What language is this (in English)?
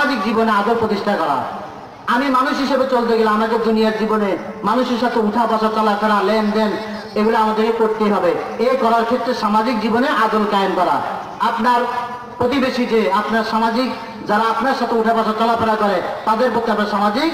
Bangla